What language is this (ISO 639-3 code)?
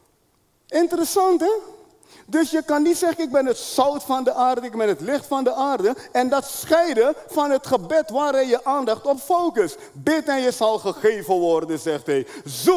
nld